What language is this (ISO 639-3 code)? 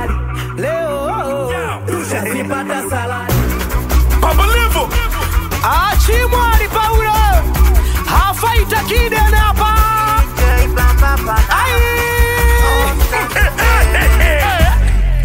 swa